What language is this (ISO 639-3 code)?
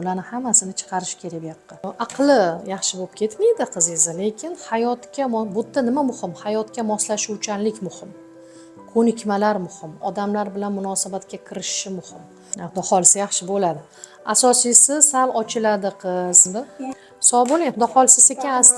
uzb